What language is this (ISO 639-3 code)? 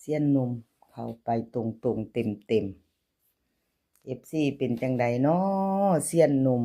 tts